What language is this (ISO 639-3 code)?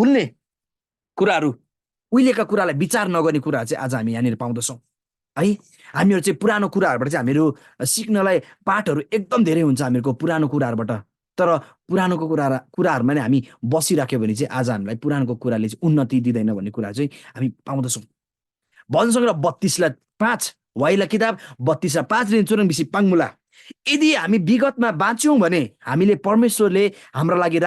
taj